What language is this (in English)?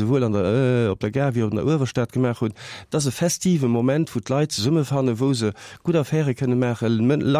Luxembourgish